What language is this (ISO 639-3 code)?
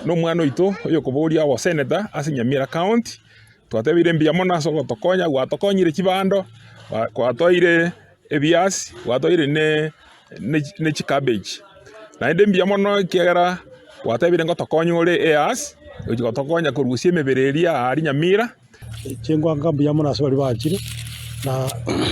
guz